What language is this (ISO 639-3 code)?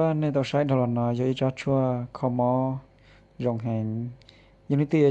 hmn